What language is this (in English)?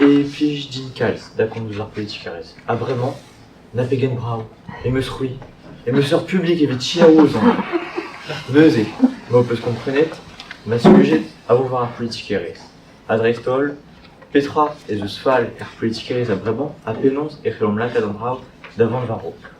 Breton